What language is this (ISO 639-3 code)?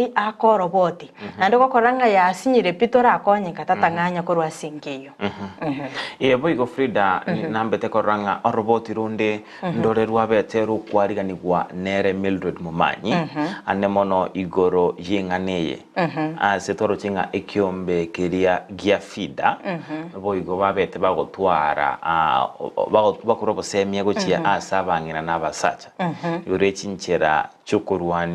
guz